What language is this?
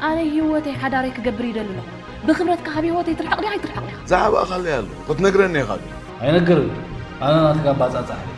Tigrinya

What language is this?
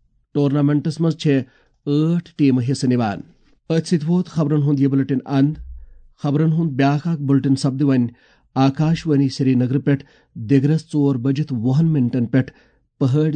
Kashmiri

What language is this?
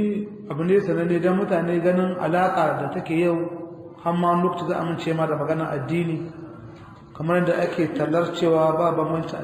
Hausa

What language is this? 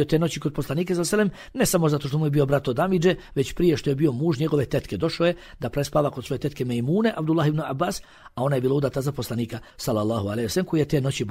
Bosnian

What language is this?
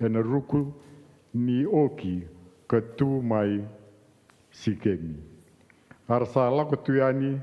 Fijian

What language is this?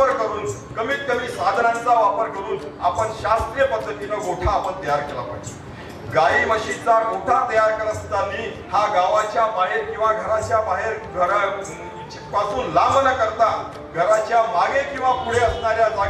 Marathi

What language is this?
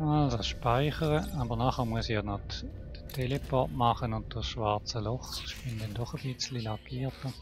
Swiss German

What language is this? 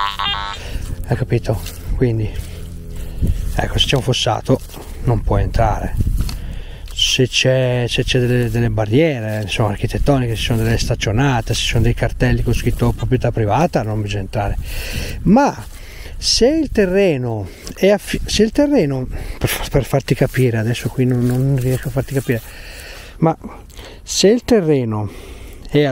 Italian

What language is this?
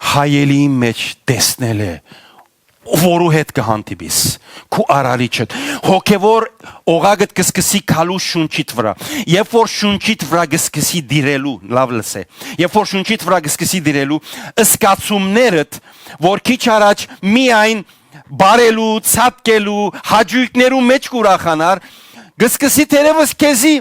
Western Armenian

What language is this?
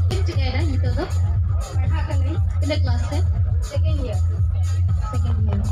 Santali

